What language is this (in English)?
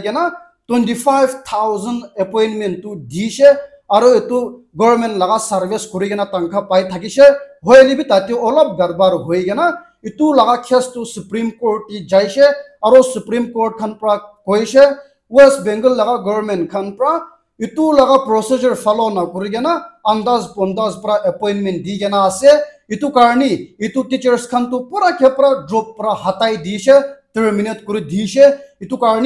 Naga Pidgin